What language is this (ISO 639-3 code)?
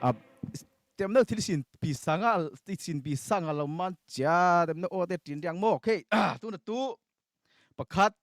cfm